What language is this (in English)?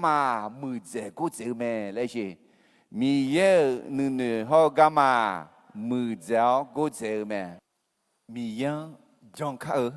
Akha